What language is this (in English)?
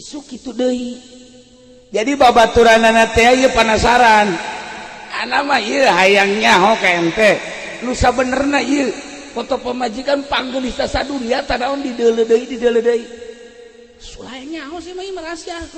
Sundanese